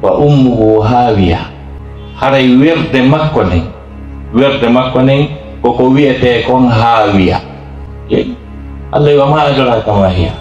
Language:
Fula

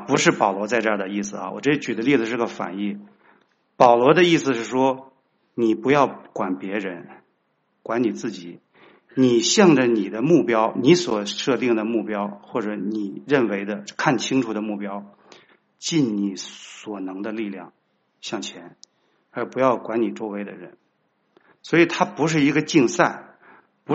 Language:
Chinese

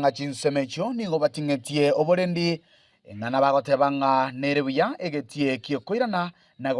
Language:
Gusii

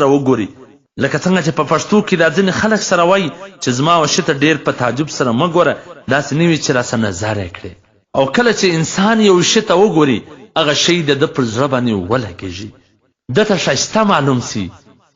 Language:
Pashto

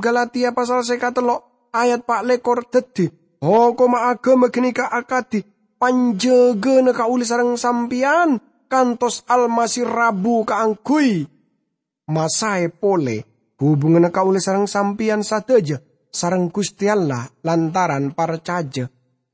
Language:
Madurese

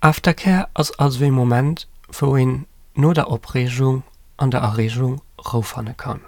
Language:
Luxembourgish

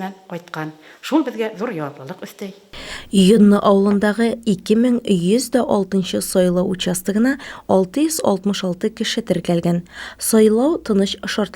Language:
Tatar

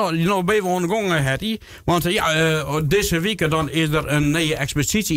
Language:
Western Frisian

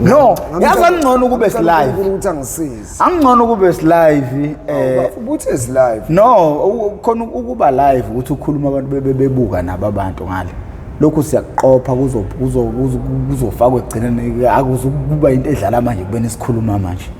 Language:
Zulu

